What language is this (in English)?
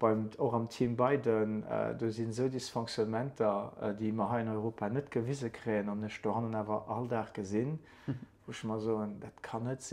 Luxembourgish